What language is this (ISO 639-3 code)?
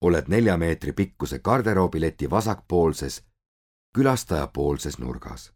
est